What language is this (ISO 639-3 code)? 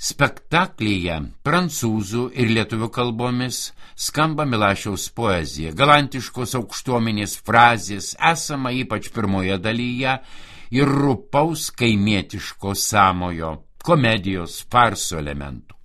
lit